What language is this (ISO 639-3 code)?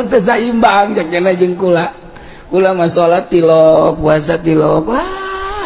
sun